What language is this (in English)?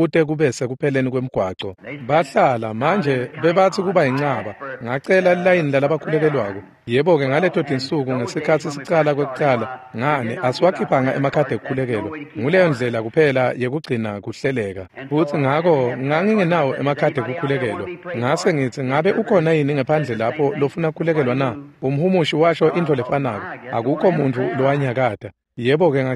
Swati